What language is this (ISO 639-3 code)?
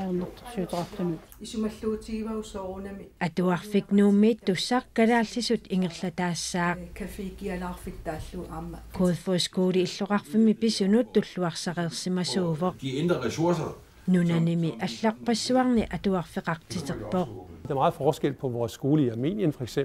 kal